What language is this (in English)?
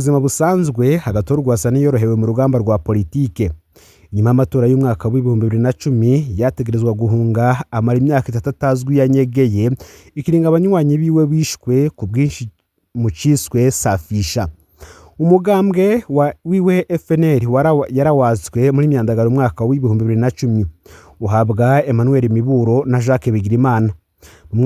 Rundi